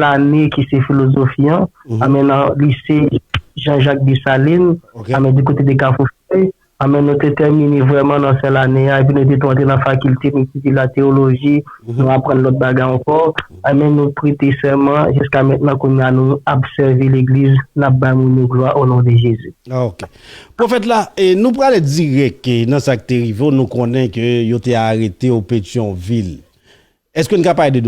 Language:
Haitian Creole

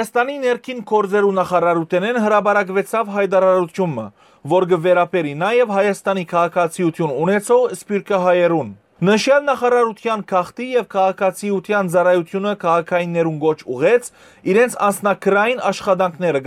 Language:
Western Armenian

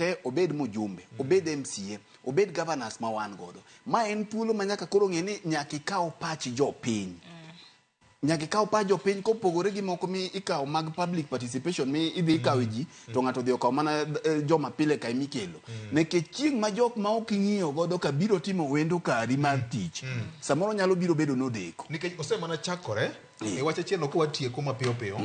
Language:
Luo (Kenya and Tanzania)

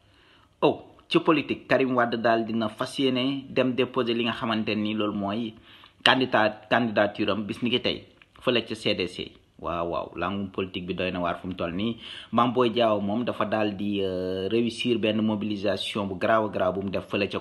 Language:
Wolof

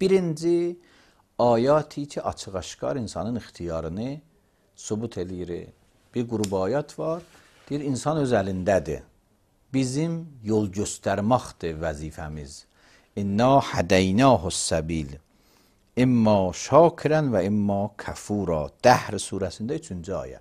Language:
Azerbaijani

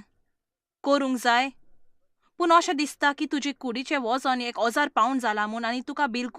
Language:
Konkani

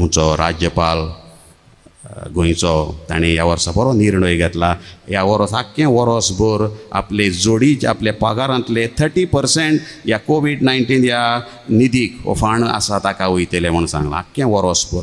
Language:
Konkani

